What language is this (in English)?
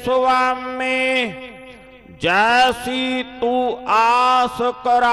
Punjabi